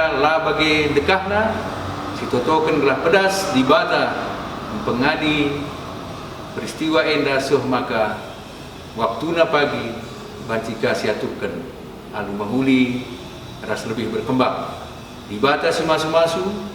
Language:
Batak Karo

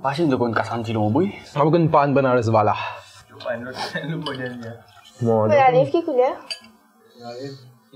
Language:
Morisyen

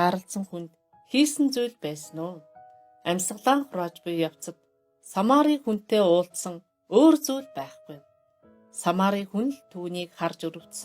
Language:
Mongolian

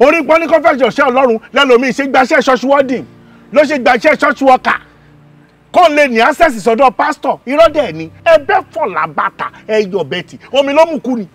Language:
Yoruba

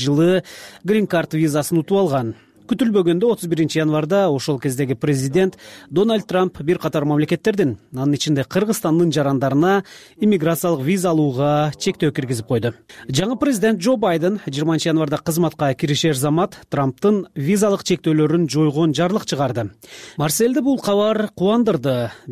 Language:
Kyrgyz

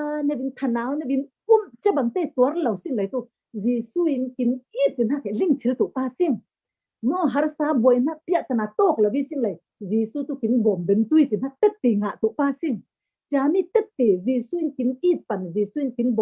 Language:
Falam Chin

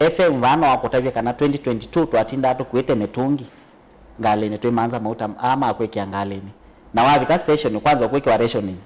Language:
Kamba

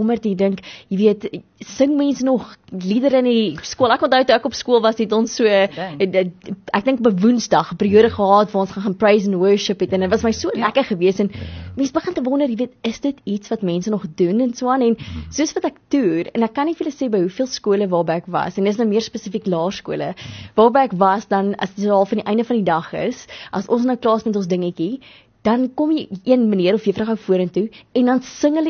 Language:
Afrikaans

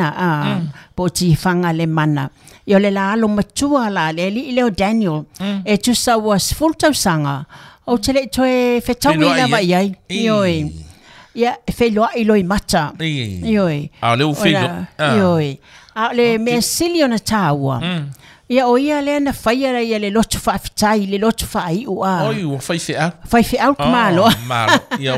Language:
Samoan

